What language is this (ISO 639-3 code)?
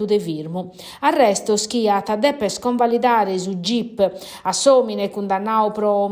srd